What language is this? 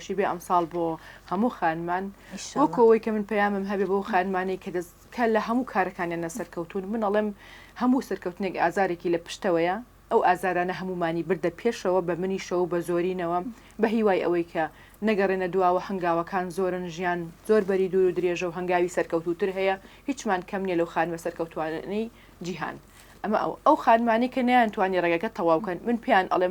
Central Kurdish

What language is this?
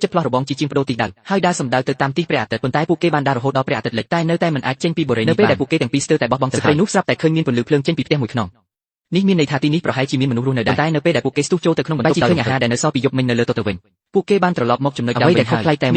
Khmer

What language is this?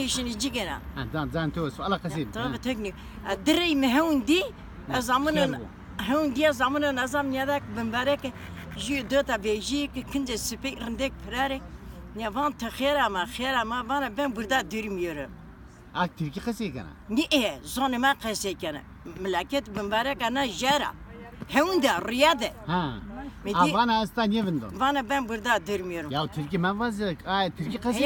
Zaza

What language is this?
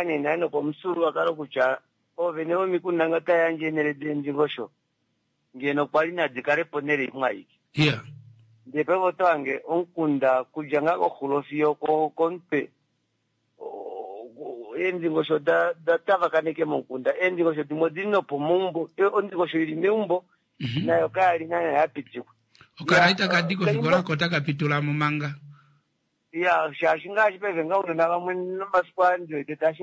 Kuanyama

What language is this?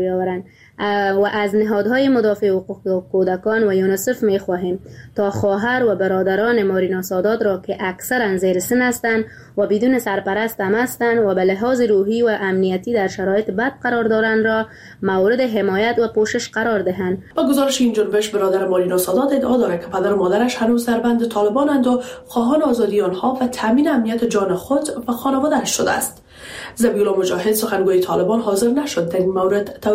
Persian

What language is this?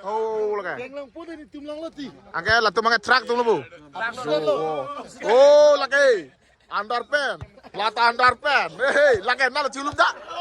Karbi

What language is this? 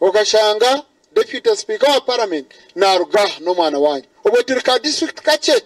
Nyankole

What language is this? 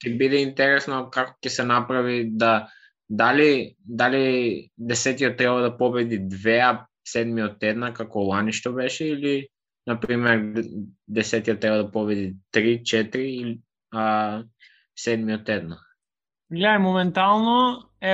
Macedonian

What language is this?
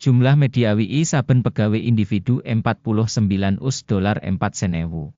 Javanese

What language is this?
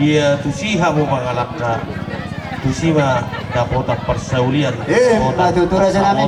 Batak Toba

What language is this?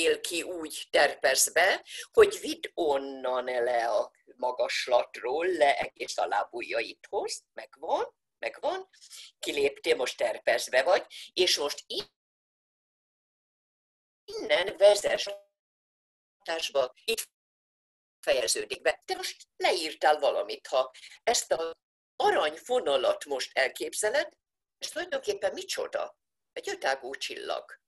Hungarian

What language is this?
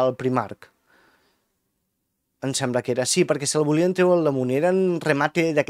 Catalan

